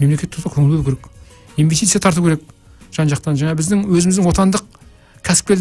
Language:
Kazakh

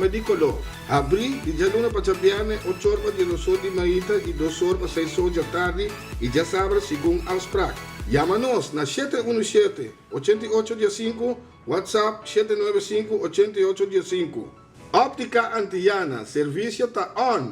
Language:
Papiamento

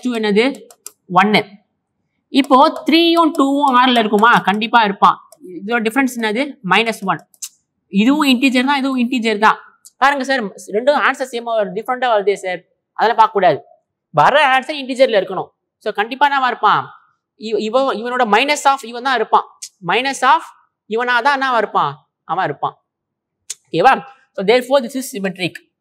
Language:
Tamil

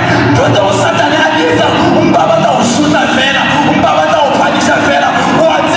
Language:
Southern Sotho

